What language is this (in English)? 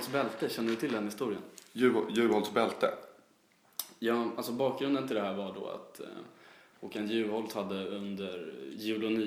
Swedish